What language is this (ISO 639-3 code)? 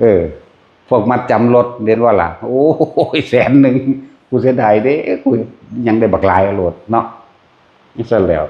tts